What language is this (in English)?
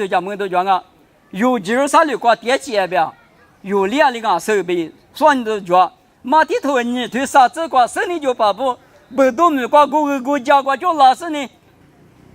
Lisu